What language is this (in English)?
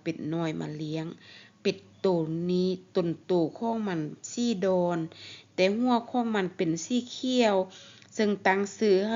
Lao